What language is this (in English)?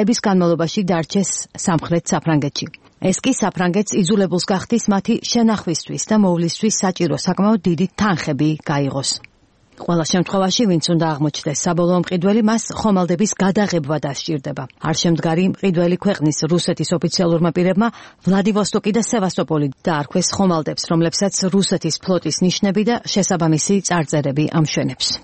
Georgian